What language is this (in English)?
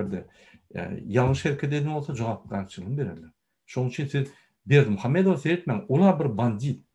Turkmen